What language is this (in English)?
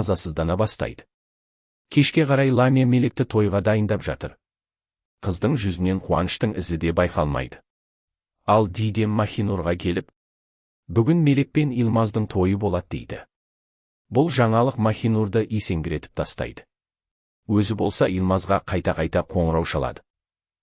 Kazakh